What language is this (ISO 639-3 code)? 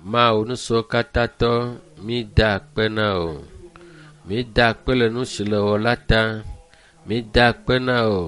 ewe